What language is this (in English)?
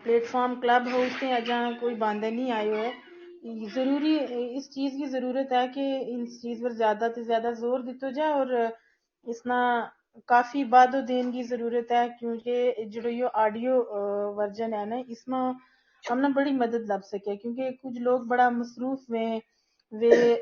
Gujari